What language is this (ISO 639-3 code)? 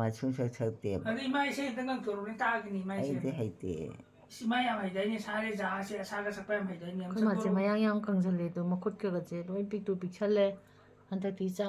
mni